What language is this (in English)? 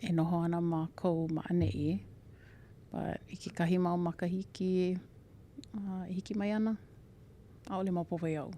Hawaiian